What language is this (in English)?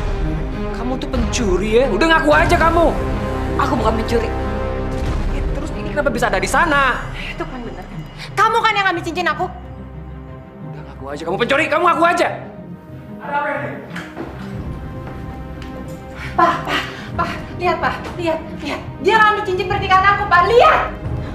Indonesian